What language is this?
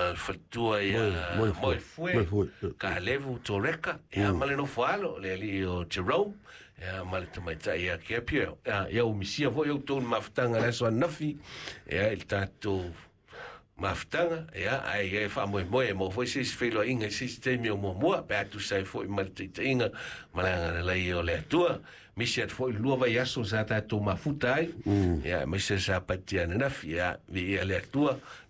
Samoan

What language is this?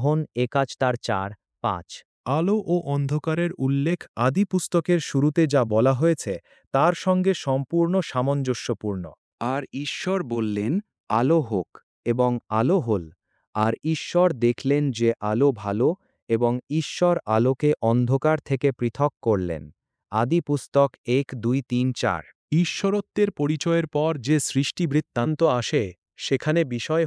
Bangla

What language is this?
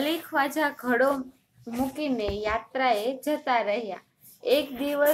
Gujarati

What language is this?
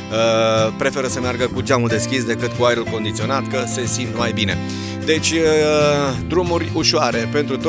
Romanian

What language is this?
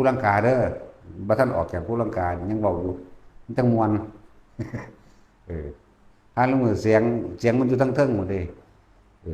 Lao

